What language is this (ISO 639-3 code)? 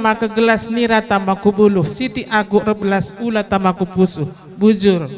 btx